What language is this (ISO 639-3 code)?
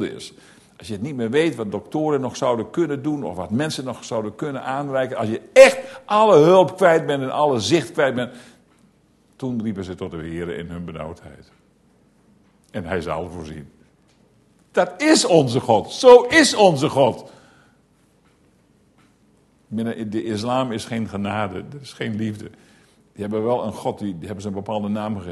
nld